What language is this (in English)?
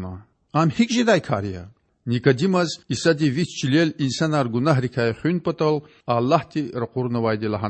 Lezghian